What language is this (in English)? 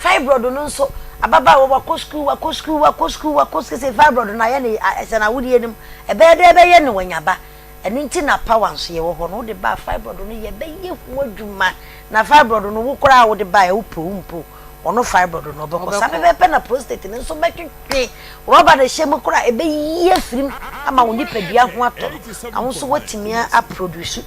Akan